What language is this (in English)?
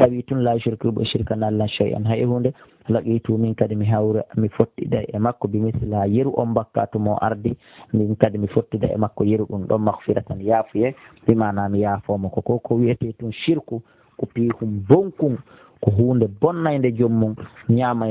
Pular